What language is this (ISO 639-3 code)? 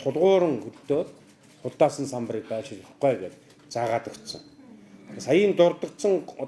mon